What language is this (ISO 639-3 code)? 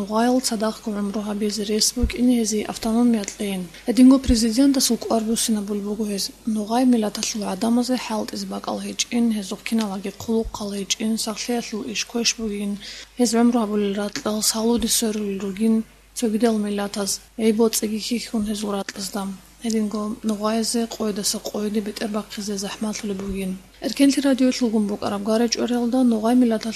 ava